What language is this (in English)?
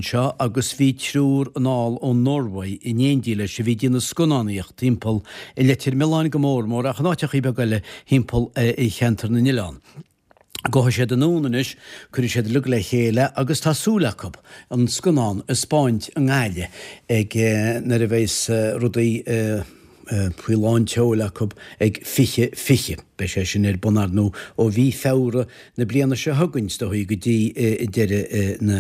Irish